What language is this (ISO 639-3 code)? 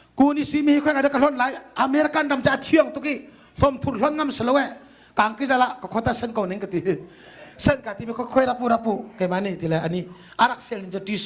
cnh